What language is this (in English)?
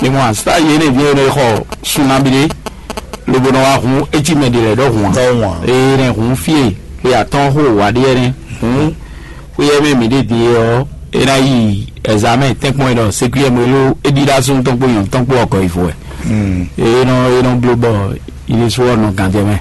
Fon